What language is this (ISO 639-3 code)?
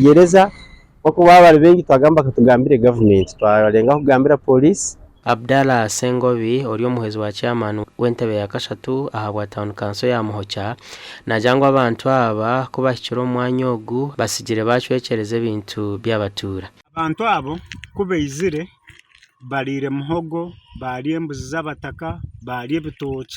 nyn